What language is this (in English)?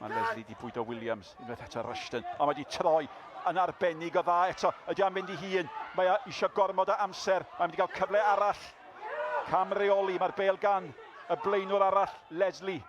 Welsh